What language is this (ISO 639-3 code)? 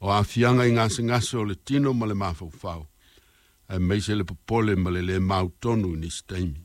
smo